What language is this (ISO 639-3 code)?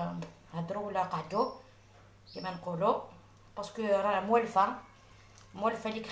arq